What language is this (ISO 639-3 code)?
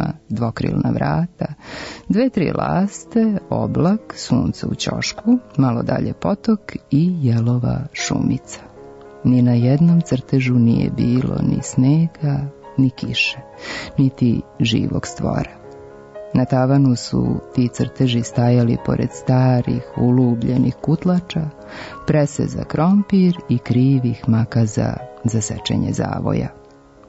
srp